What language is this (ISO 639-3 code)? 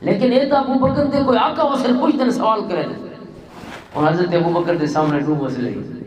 lah